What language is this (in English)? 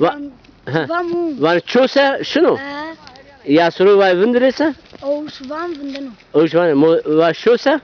Zaza